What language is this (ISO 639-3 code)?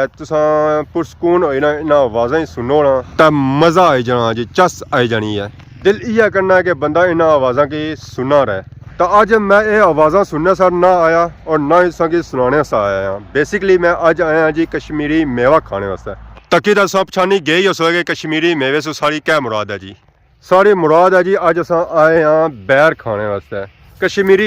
phr